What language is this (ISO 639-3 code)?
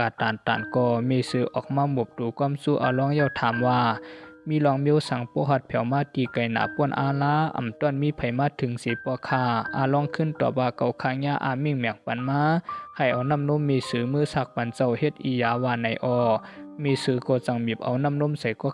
shn